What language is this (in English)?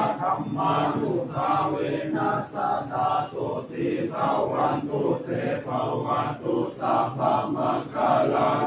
Pali